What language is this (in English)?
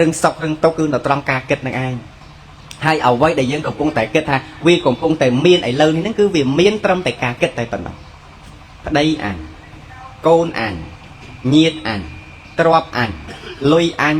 Khmer